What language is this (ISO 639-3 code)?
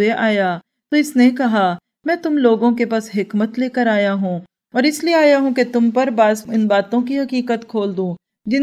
urd